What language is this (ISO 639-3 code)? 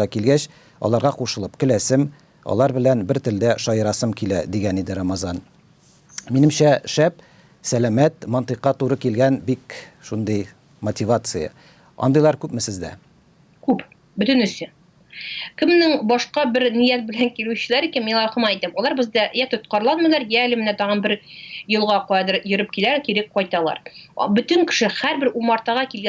tat